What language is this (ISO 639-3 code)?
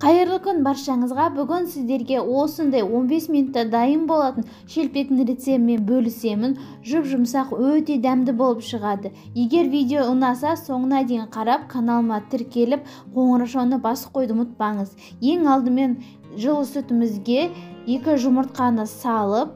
kaz